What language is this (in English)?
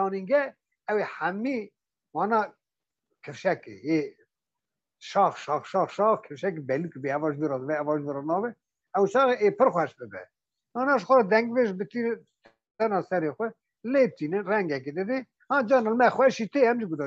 Kurdish